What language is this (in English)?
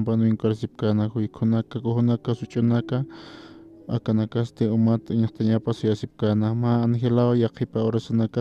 Aymara